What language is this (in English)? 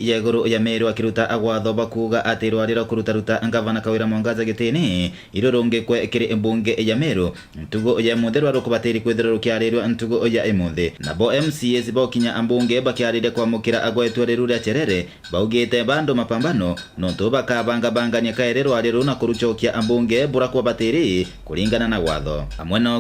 Meru